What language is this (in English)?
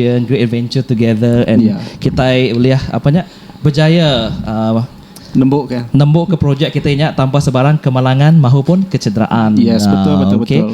Iban